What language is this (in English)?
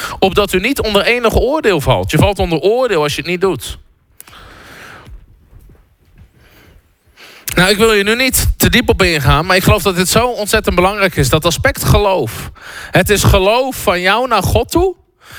Dutch